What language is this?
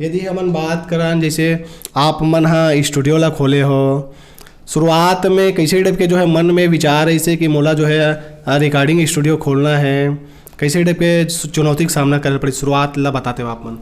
Chhattisgarhi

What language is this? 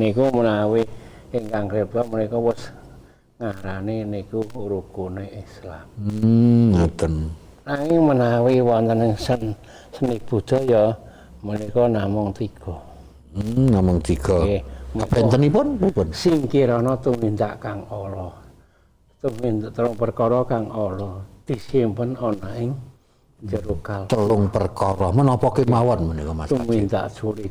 Javanese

